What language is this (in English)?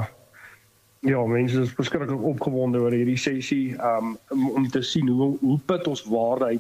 Afrikaans